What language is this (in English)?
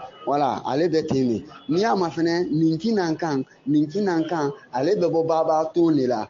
Bambara